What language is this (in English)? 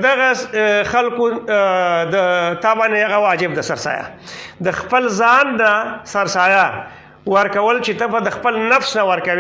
Pashto